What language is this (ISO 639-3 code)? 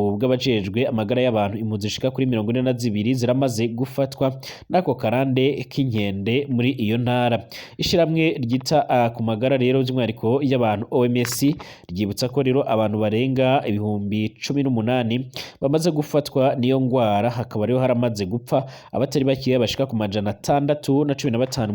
run